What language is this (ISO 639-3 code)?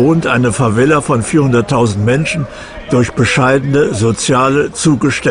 deu